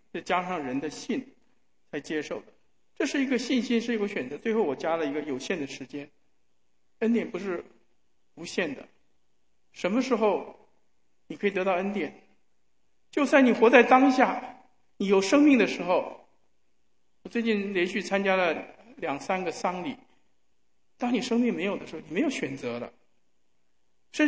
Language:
Chinese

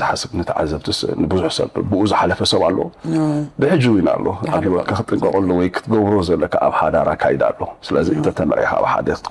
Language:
Tigrinya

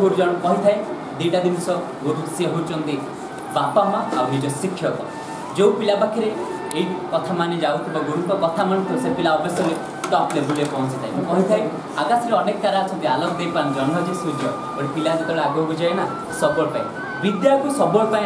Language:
Odia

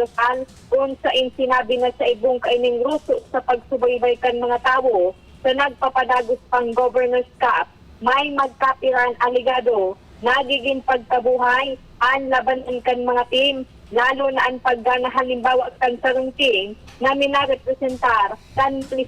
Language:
Bikol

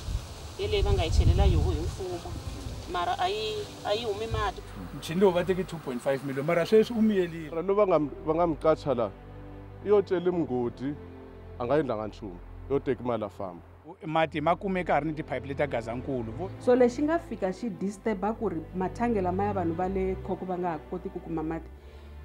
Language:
Tsonga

